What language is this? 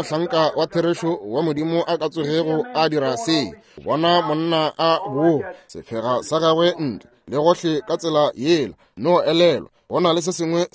Northern Sotho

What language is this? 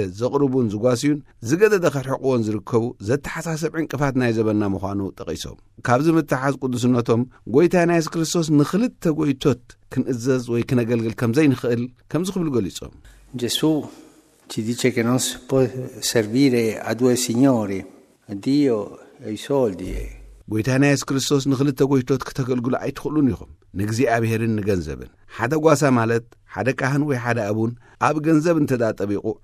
Tigrinya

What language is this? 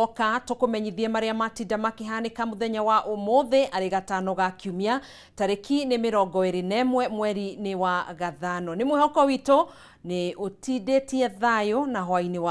Kikuyu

